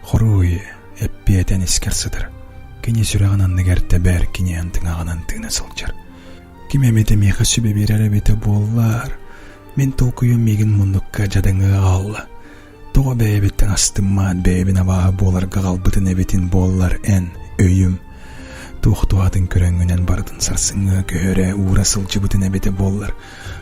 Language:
Yakut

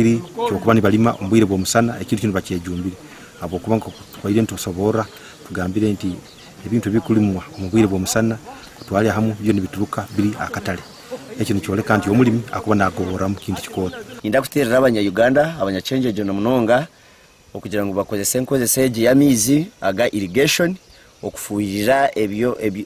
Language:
Nyankole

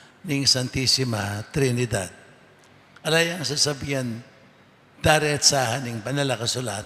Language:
Pampanga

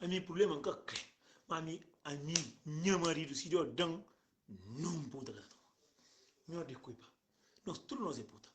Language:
Kabuverdianu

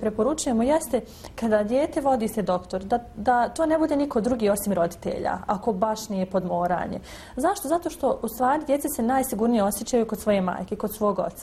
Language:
Bosnian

